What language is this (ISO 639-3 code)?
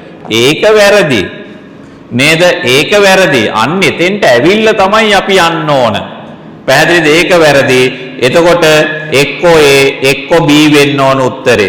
sin